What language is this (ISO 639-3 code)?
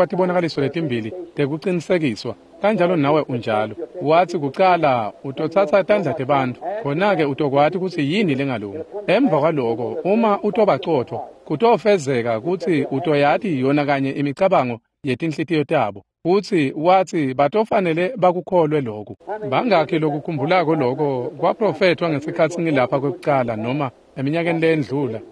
ssw